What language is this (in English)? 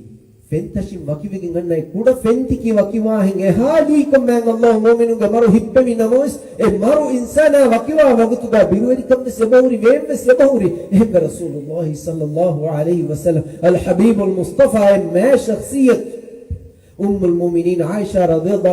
Divehi